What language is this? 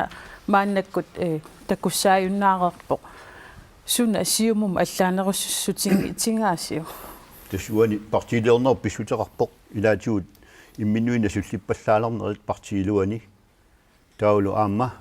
Kalaallisut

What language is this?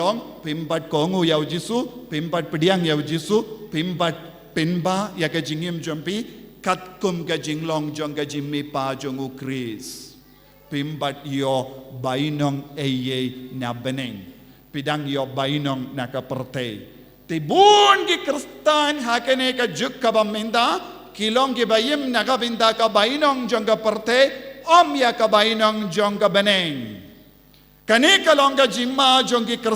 Khasi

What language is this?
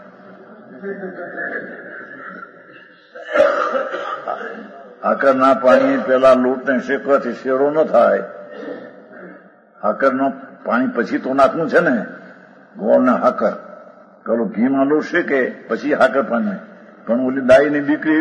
Gujarati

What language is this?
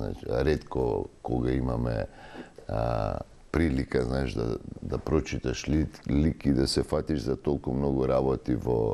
Macedonian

